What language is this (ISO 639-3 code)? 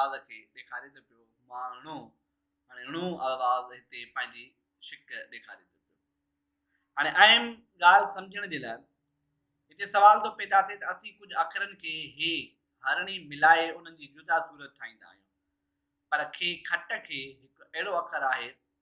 snd